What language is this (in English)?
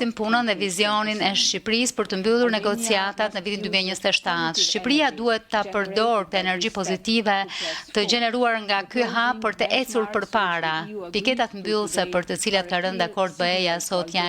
Albanian